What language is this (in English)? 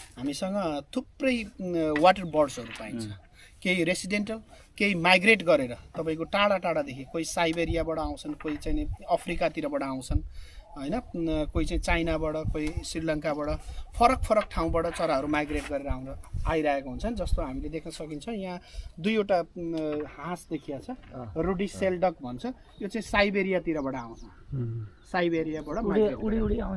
Nepali